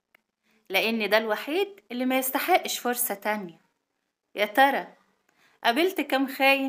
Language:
Egyptian Arabic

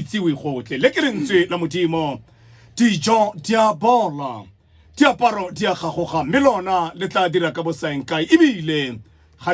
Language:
Tswana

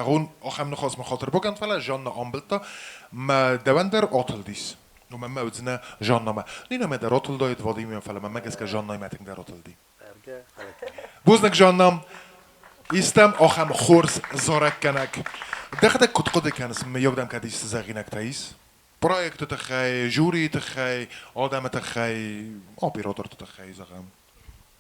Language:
Ossetic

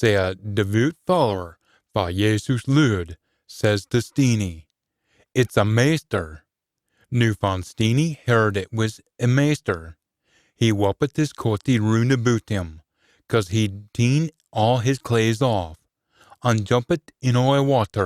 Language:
Scots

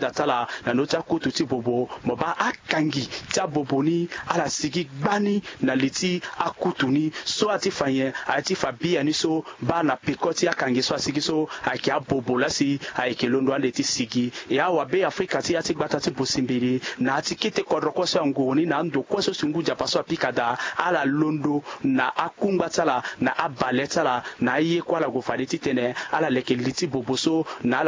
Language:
Sango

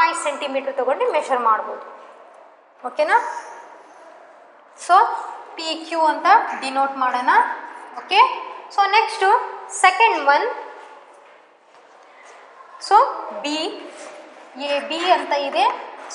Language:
Kannada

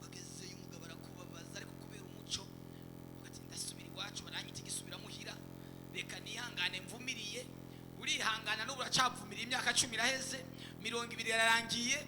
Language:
Rundi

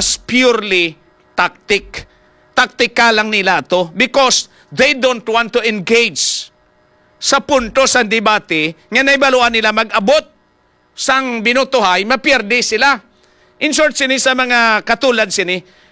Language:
Hiligaynon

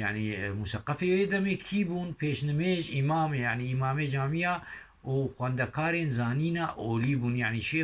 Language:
Kurdish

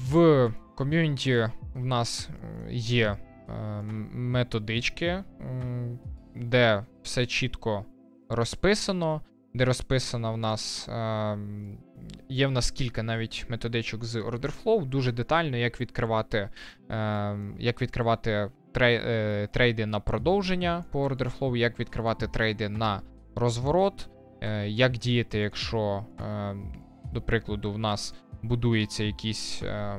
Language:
Ukrainian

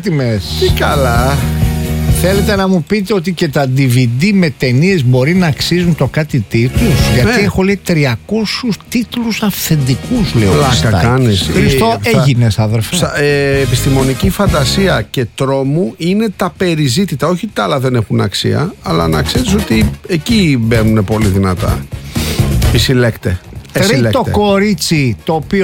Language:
Greek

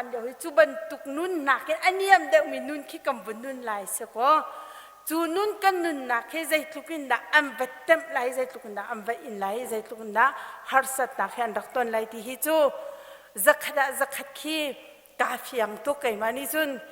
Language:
Hakha Chin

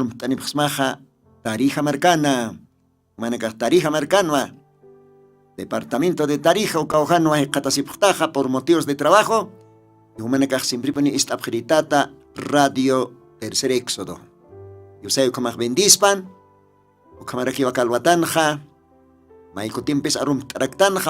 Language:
Aymara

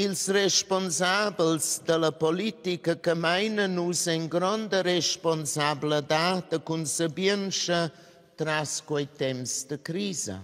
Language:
Romansh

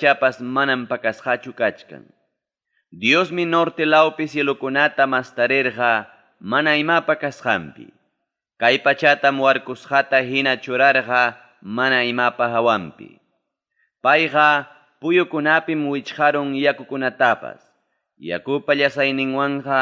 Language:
Ayacucho Quechua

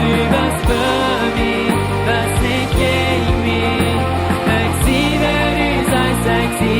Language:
Plautdietsch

